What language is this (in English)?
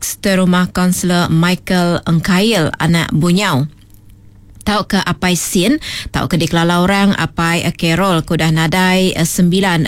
Iban